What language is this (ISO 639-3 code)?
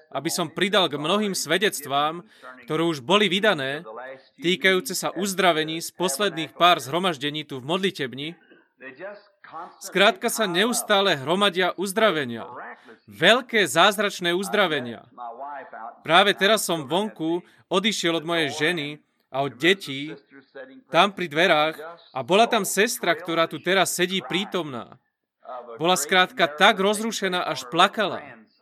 slk